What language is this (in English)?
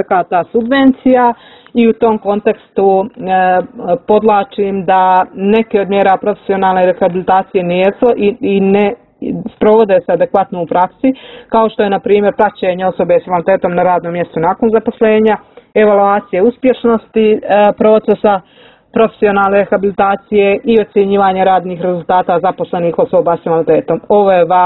Serbian